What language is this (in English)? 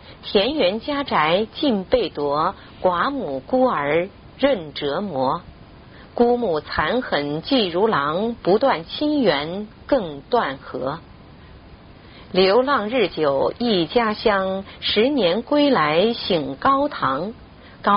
Chinese